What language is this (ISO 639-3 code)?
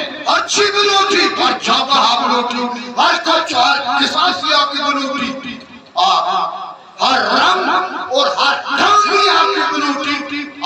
bgp